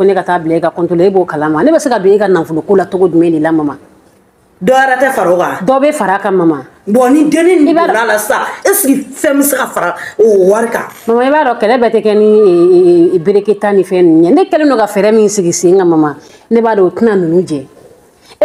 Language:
Bambara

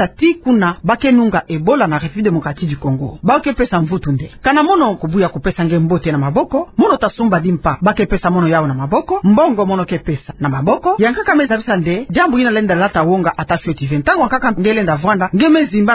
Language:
Kituba (Democratic Republic of Congo)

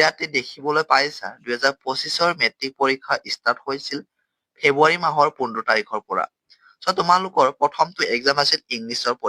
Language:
Assamese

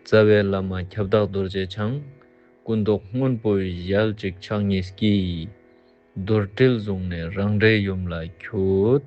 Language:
Ladakhi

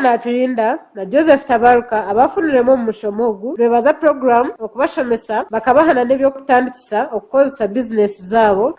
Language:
Nyankole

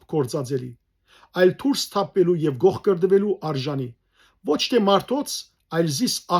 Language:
Western Armenian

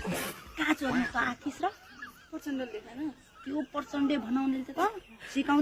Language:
Nepali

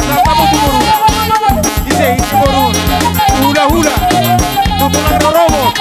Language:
Batak Toba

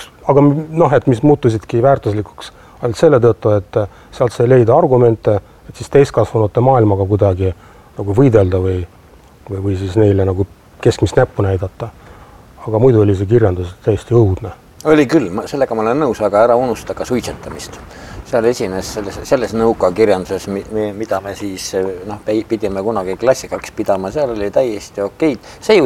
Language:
Estonian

